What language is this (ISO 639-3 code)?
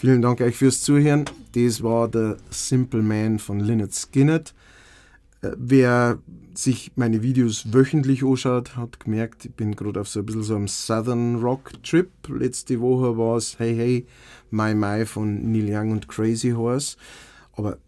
bar